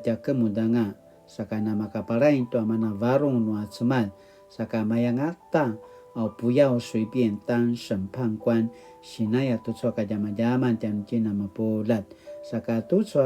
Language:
Paiwan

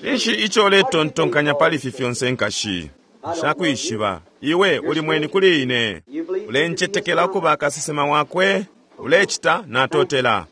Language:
Bemba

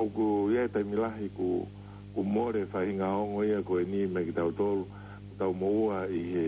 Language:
Tongan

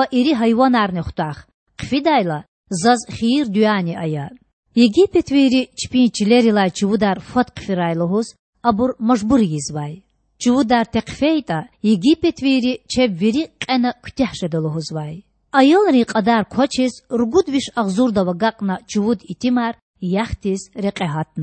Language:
Lezghian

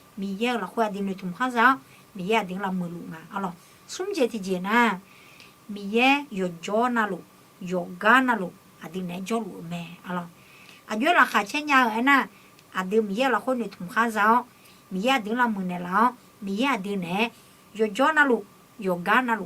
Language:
Akha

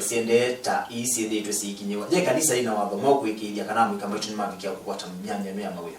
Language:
Kamba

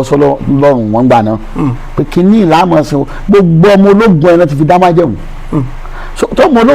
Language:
Yoruba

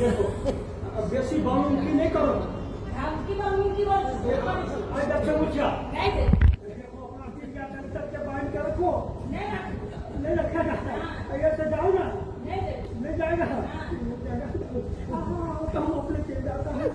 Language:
Maithili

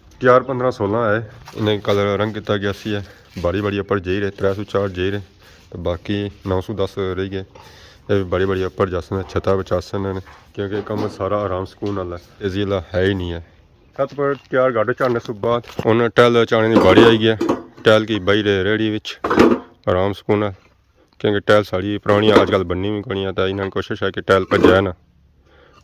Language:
Pahari-Potwari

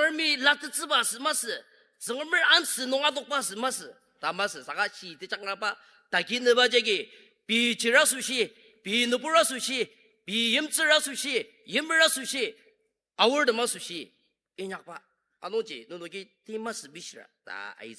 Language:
Ao Naga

